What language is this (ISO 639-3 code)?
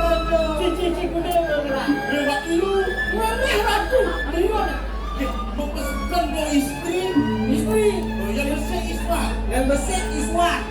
ban